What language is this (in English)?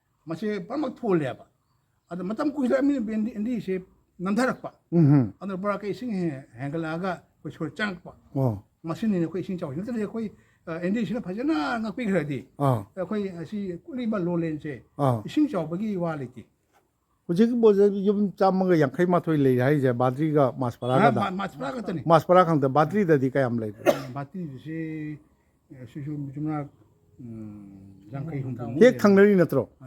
Manipuri